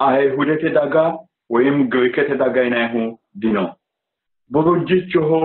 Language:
Sidamo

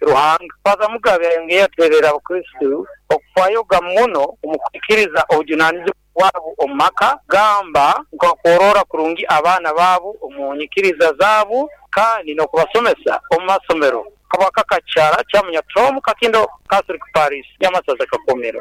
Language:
Nyoro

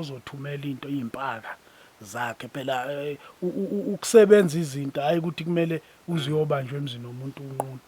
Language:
Zulu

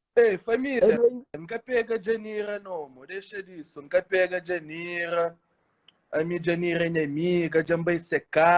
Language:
Kabuverdianu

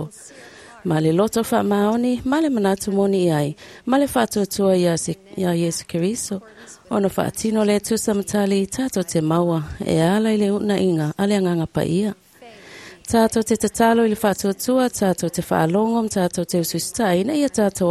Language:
Samoan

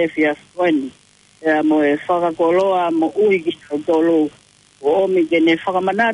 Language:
Tongan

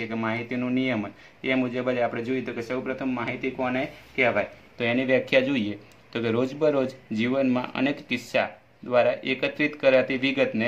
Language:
Gujarati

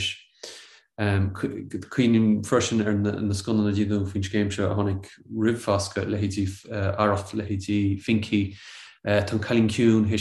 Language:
Irish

